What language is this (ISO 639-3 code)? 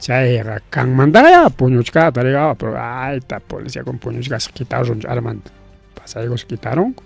quy